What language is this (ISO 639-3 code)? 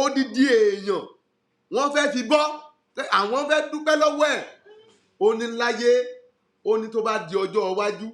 yor